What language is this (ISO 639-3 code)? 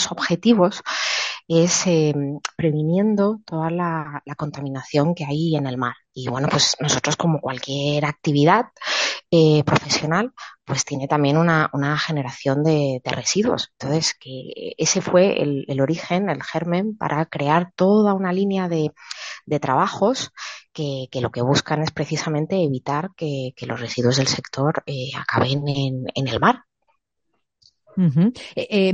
spa